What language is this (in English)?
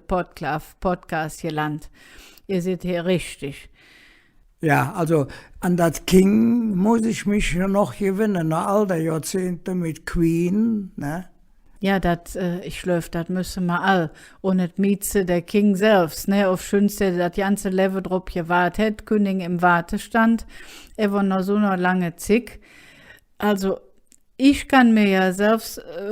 Colognian